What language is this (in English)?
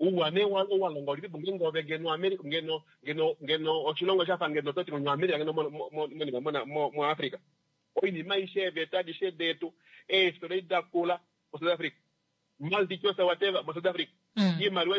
Kuanyama